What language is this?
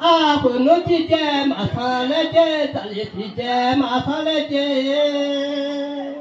Akha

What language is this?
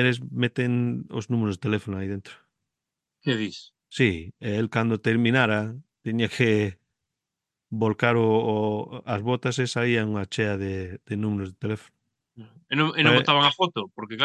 Galician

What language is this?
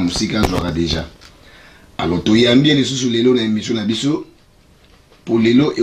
Lingala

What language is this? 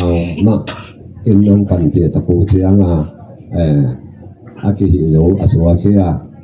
Tedim Chin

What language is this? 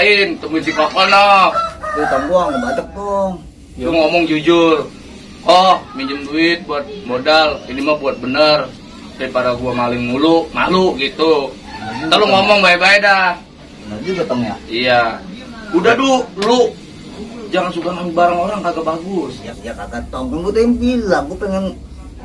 Betawi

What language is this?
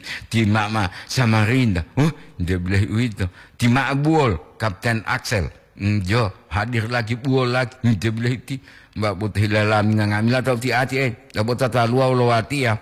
Gorontalo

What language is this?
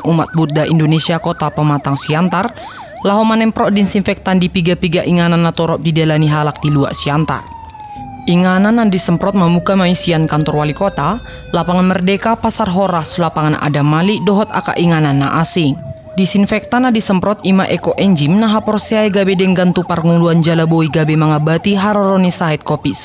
Batak Toba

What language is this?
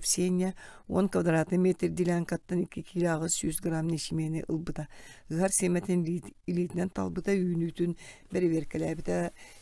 Yakut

